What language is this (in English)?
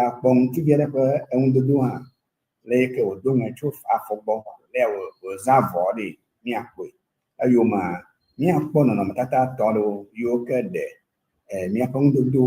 Ewe